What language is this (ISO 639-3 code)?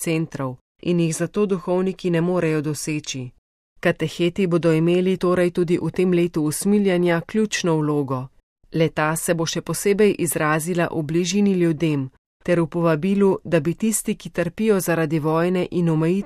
slv